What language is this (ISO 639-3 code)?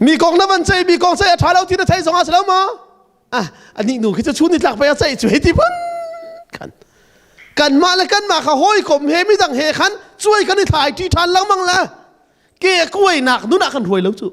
cnh